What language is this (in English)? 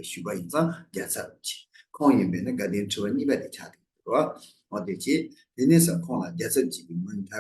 Tibetan